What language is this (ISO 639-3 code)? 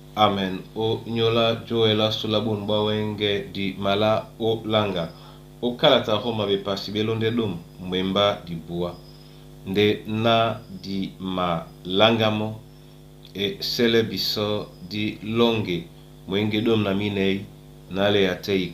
dua